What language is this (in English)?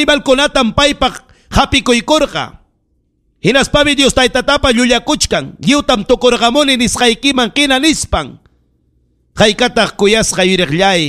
Ayacucho Quechua